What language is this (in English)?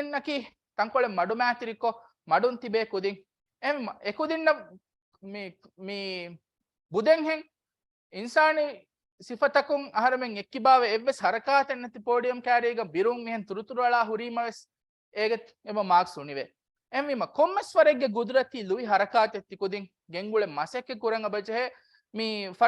Divehi